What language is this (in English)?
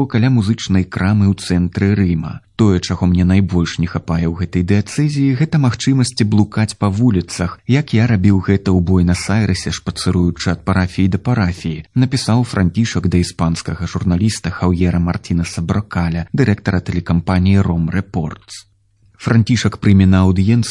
Belarusian